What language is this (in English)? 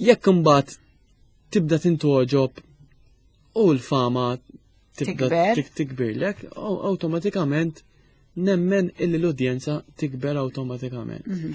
Maltese